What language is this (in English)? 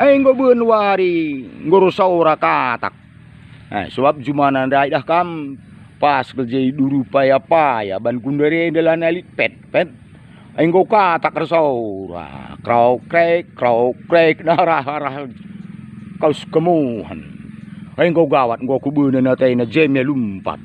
Batak Karo